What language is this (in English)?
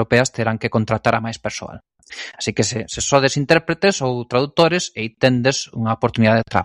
Galician